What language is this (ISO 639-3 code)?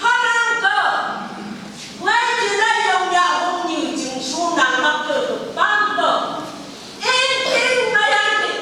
nph